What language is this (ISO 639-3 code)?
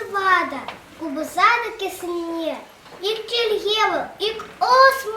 chv